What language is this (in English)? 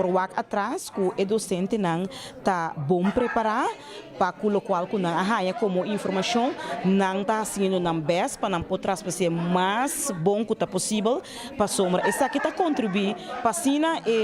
Papiamento